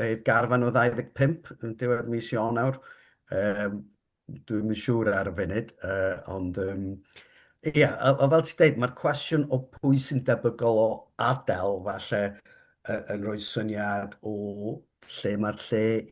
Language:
Welsh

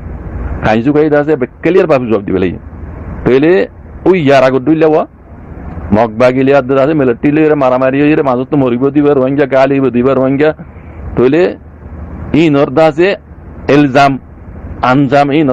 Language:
Rohingya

